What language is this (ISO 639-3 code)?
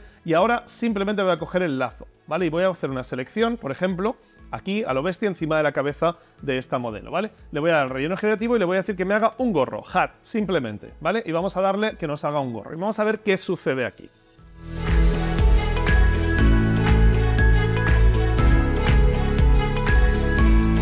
spa